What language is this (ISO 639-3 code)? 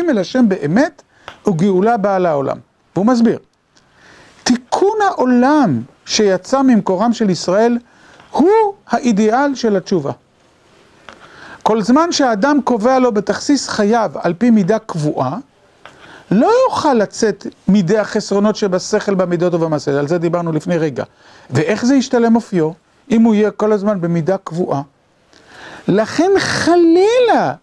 heb